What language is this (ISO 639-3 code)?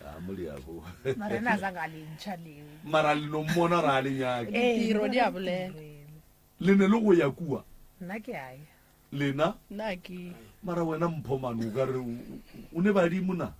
nso